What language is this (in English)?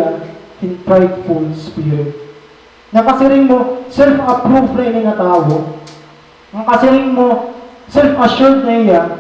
Waray